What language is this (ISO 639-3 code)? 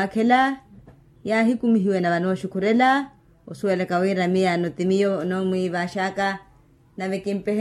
vmw